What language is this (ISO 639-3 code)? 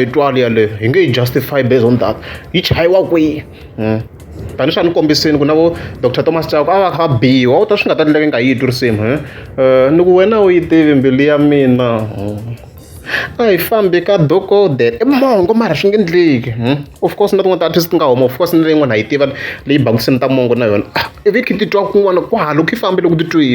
tso